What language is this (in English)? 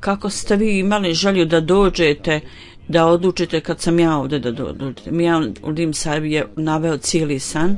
Bosnian